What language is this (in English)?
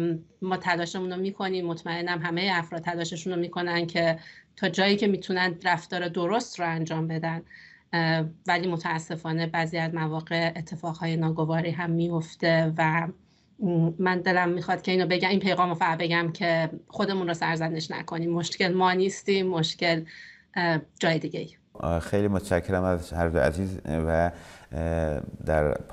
Persian